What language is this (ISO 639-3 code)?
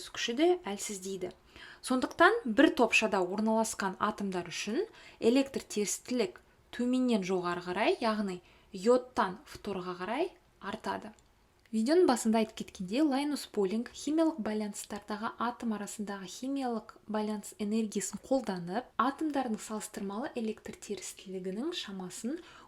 kaz